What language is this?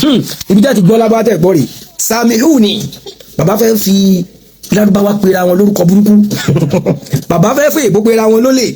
Yoruba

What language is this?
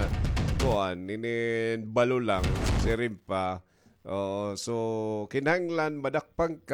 Waray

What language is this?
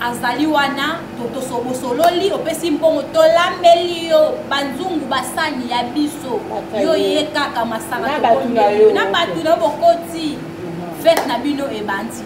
Lingala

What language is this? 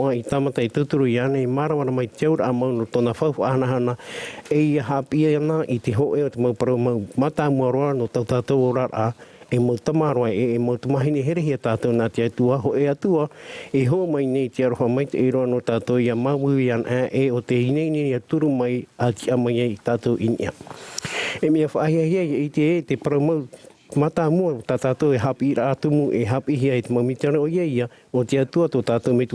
Tahitian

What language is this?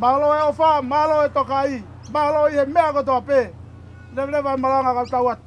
Tongan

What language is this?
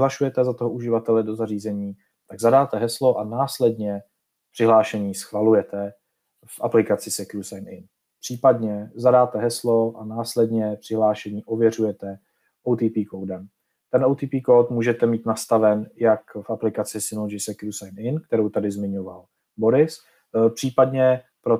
Czech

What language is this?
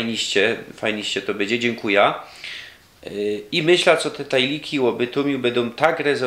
Silesian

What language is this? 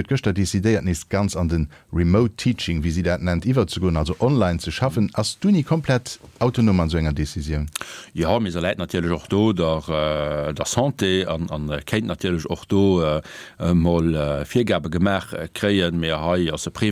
Luxembourgish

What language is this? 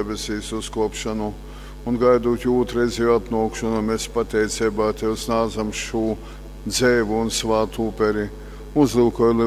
Latgalian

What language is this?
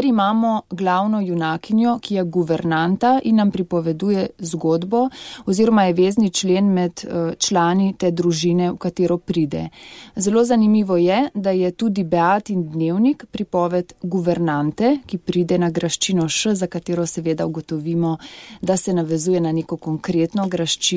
Slovenian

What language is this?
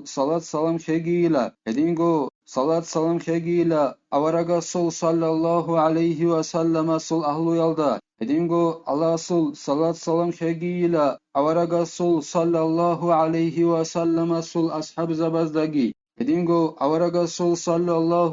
Avaric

